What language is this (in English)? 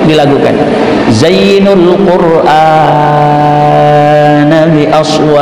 Sasak